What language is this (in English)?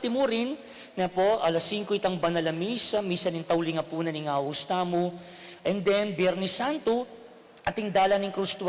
Pampanga